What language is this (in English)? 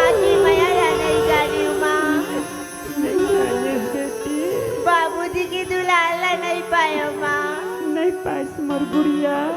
Chhattisgarhi